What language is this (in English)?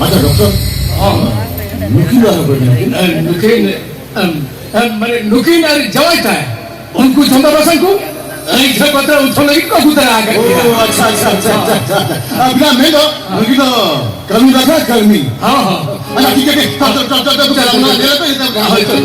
Santali